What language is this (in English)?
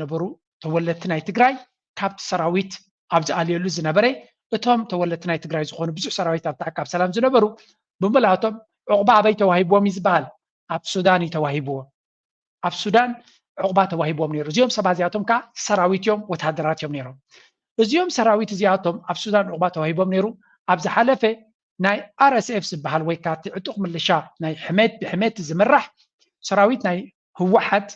Tigrinya